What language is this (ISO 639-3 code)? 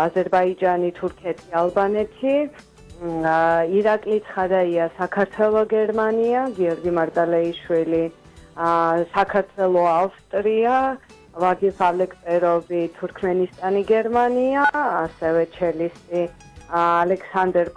kat